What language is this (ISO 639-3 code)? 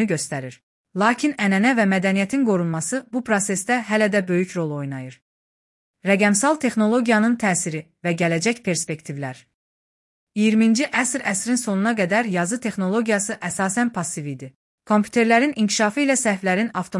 aze